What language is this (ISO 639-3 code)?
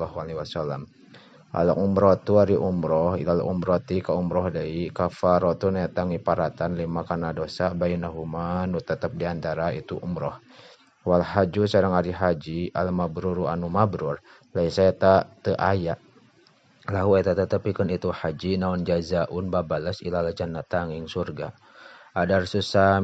sun